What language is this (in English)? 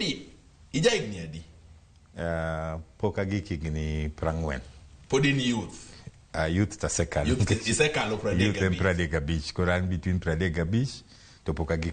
Luo (Kenya and Tanzania)